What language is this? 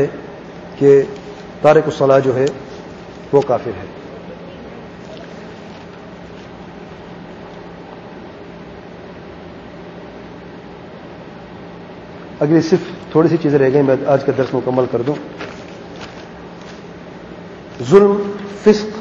Urdu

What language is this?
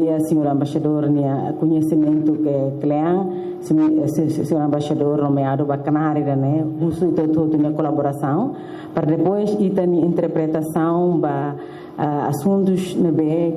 Tetum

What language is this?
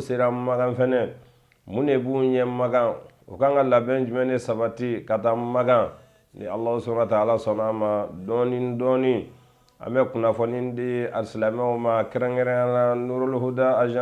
Bambara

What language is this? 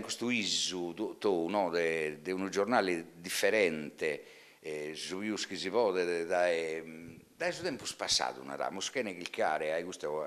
Sardinian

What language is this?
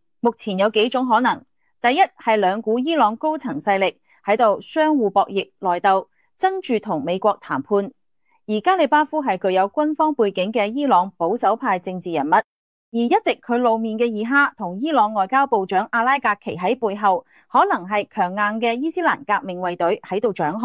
Cantonese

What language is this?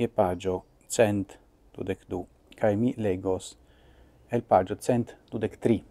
Esperanto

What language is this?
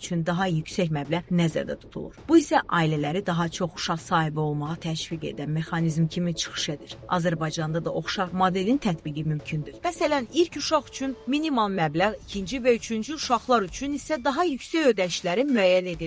Azerbaijani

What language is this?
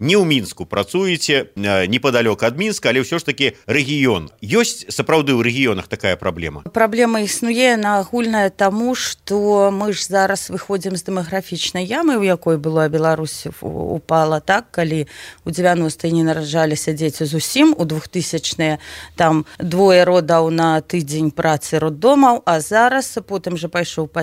Belarusian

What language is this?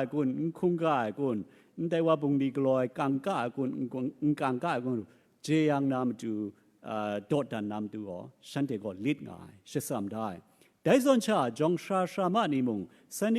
Kachin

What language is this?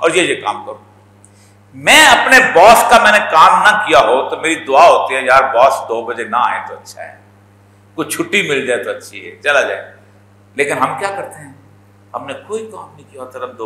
Urdu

